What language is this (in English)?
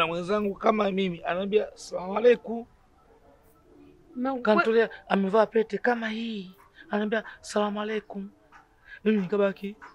Swahili